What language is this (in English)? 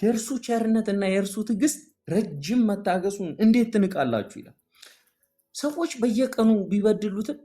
Amharic